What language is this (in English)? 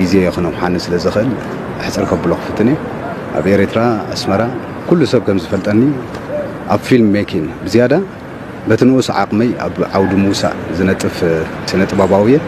Tigrinya